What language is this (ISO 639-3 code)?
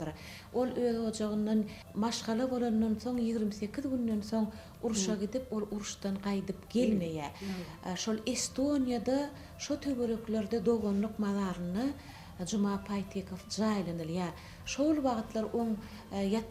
tuk